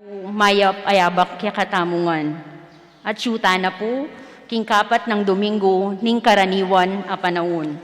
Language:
Pampanga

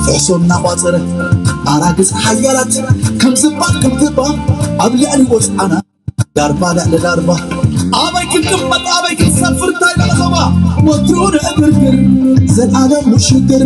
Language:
Tigrinya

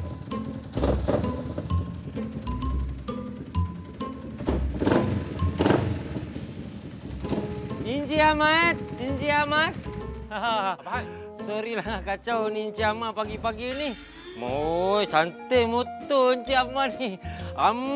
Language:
Malay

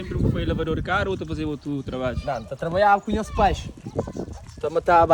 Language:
Kabuverdianu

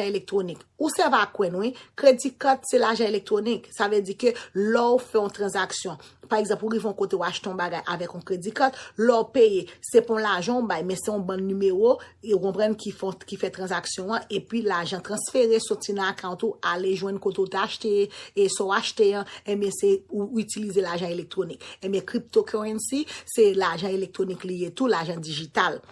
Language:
Haitian Creole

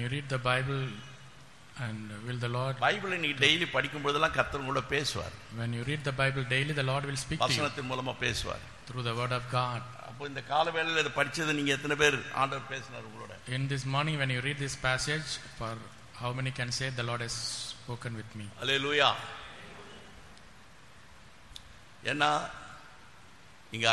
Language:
Tamil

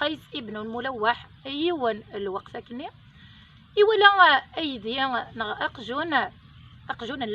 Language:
Kabyle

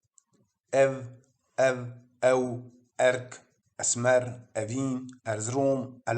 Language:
Kurdish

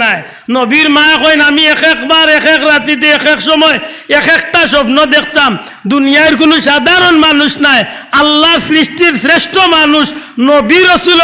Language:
Sylheti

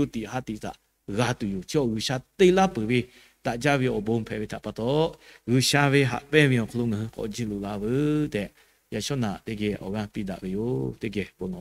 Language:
Lahu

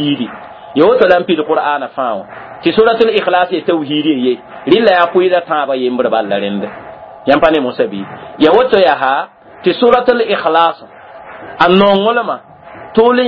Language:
Mossi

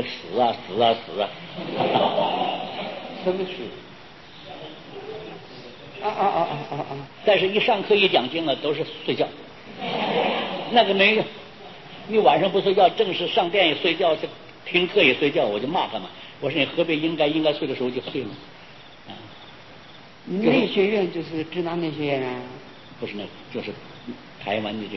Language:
Chinese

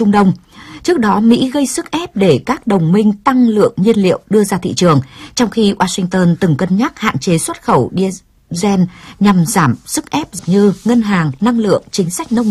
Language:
Vietnamese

